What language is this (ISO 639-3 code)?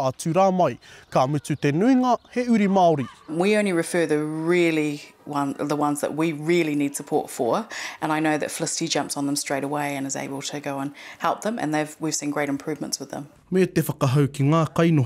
mri